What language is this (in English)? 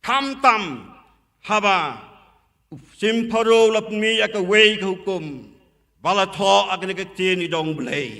Khasi